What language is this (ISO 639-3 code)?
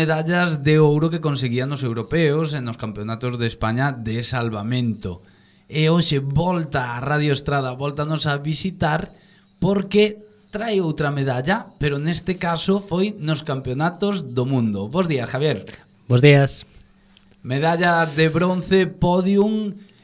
glg